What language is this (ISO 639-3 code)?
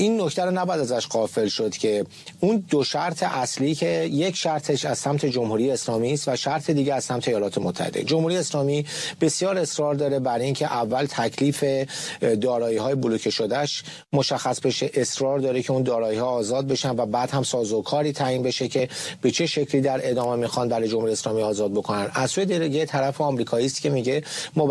fas